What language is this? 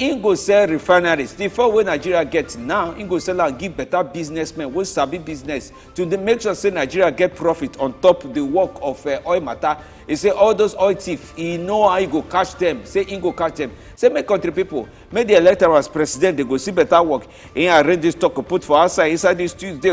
Nigerian Pidgin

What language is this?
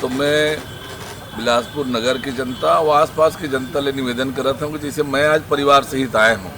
Chhattisgarhi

